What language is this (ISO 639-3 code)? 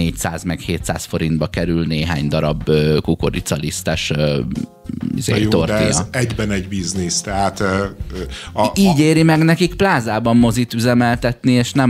hun